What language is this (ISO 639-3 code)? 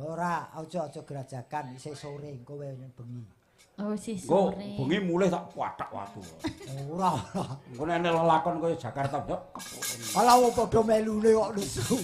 jav